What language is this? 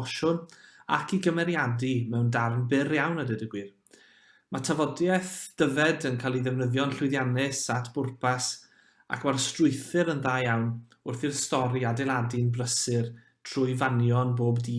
Welsh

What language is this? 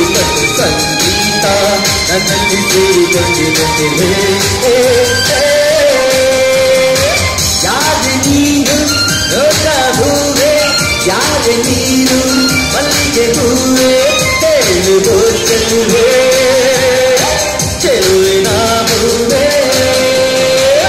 Kannada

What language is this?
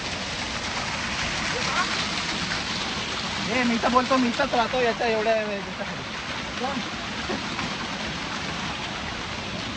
Marathi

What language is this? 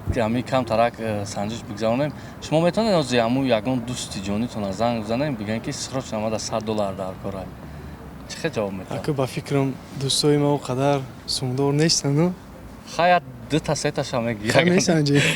Tajik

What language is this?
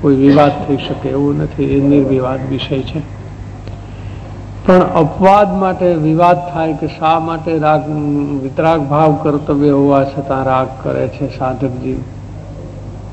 Gujarati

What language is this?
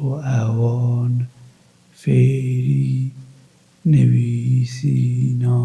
Kurdish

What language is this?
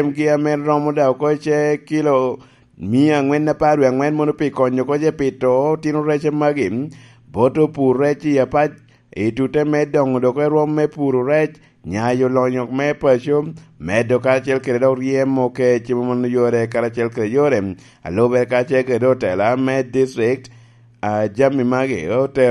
Lango (Uganda)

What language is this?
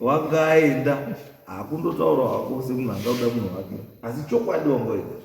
Shona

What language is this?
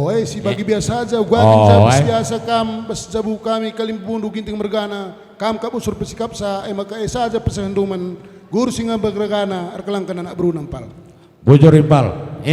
Batak Karo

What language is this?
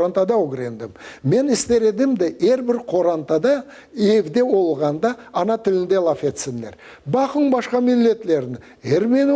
Crimean Tatar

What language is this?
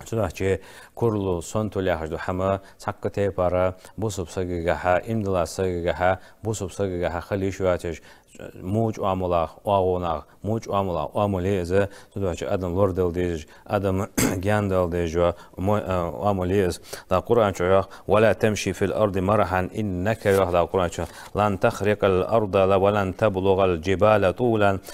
Ingush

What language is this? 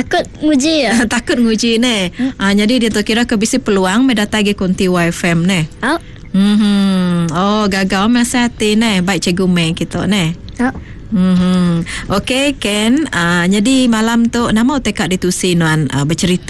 Iban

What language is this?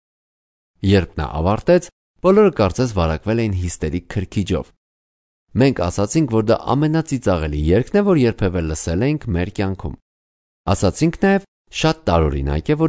Armenian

